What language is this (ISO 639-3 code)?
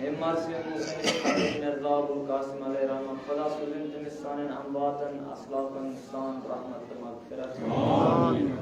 kas